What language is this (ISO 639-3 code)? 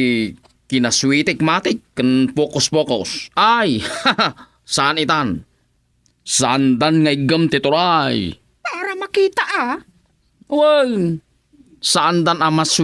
ilo